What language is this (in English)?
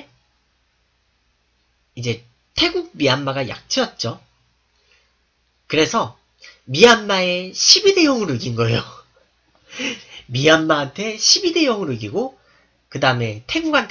Korean